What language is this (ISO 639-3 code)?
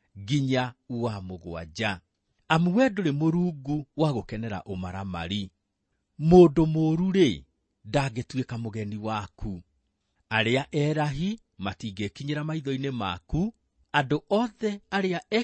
kik